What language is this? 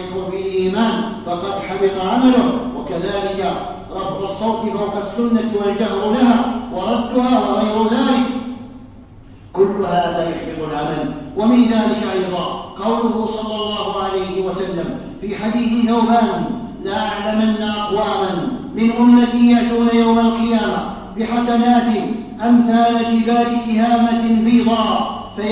Arabic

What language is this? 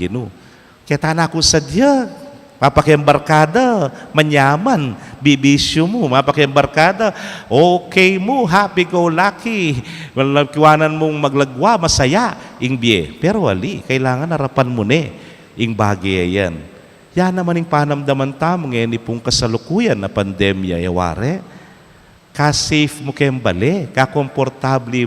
Pampanga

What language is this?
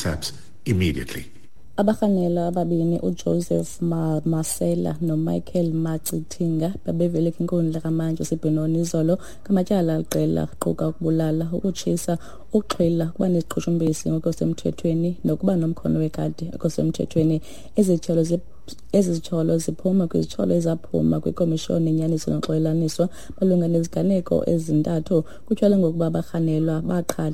Xhosa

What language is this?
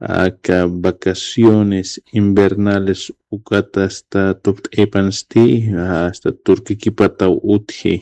Aymara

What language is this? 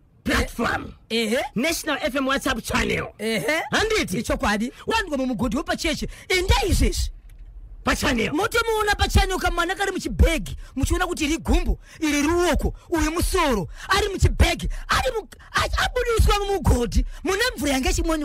Shona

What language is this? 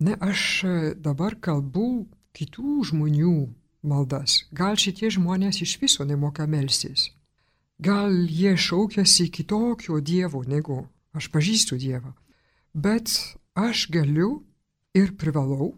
Lithuanian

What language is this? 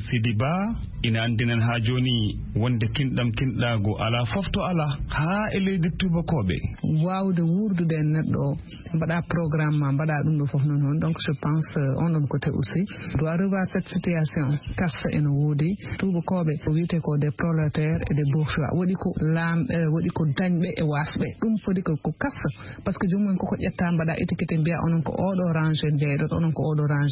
Fula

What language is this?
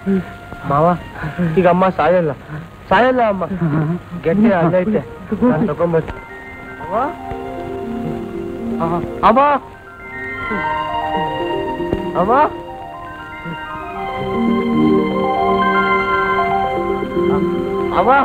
Kannada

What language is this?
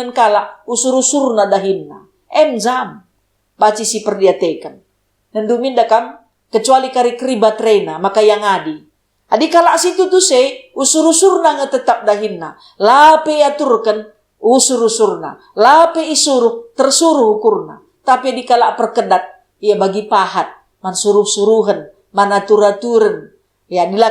Batak Karo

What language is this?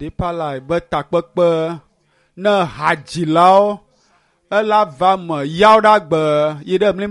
Ewe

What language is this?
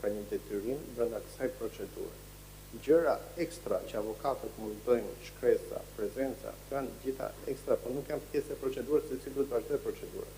Albanian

